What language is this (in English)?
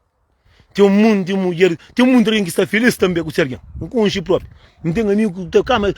Kabuverdianu